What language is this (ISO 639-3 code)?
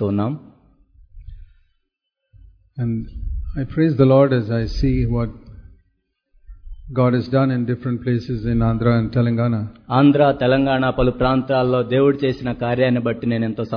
tel